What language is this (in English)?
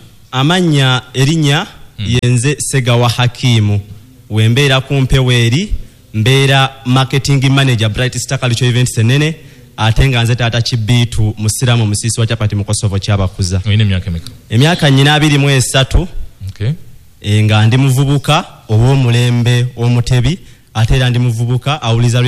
Ganda